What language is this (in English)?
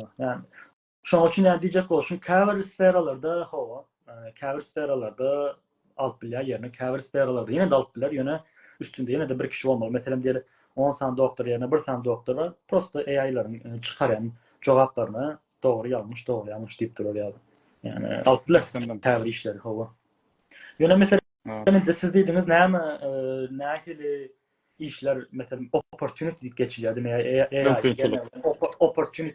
Turkmen